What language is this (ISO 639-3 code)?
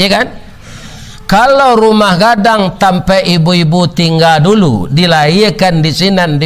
min